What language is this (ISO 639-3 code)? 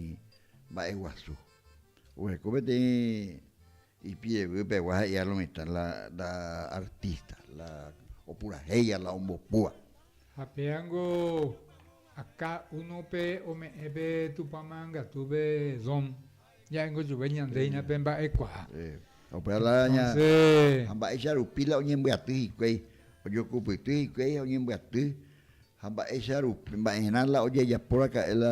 grn